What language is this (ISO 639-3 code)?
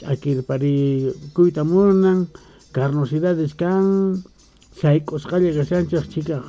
que